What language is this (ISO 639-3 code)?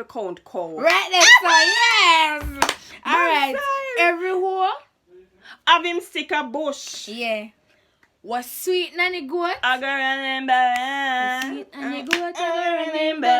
jam